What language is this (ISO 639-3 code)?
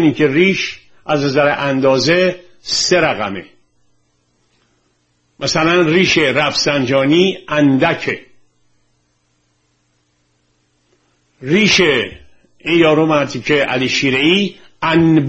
fas